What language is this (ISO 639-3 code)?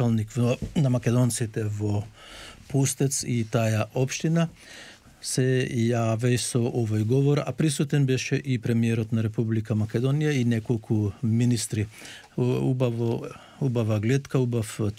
mkd